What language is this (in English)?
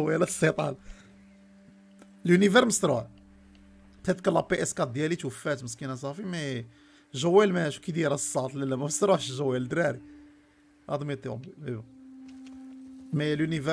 Moroccan Arabic